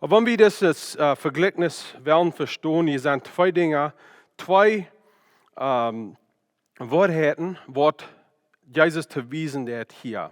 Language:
Plautdietsch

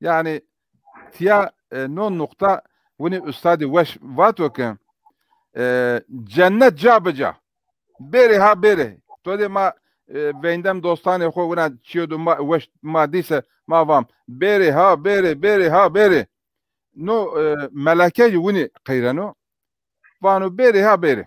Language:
Zaza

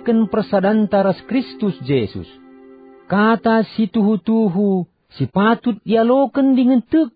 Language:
Batak Karo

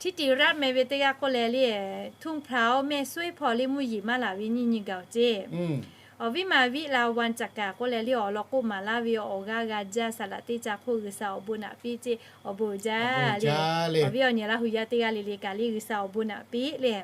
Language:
Lahu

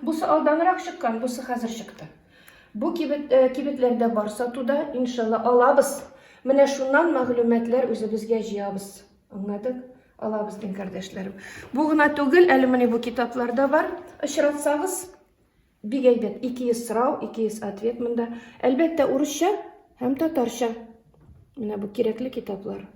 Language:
Tatar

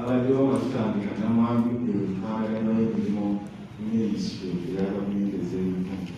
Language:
Ganda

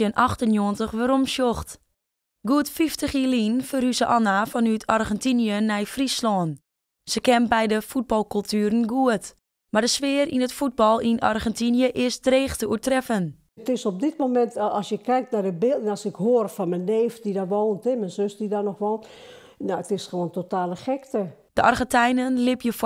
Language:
Western Frisian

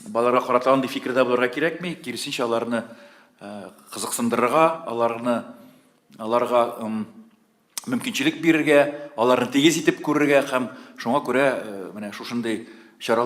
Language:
Tatar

